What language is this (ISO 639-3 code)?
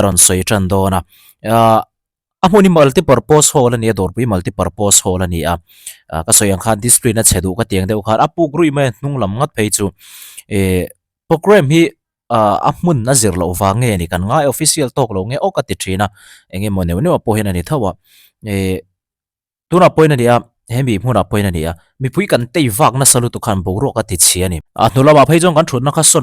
lus